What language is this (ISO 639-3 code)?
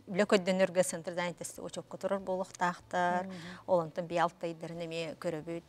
sah